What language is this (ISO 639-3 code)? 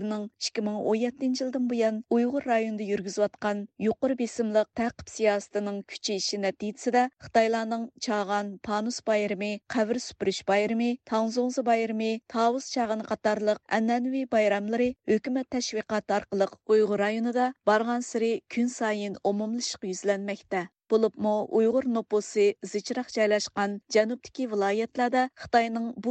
uig